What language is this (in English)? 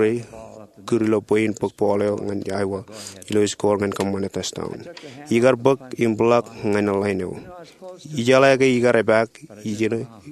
Marshallese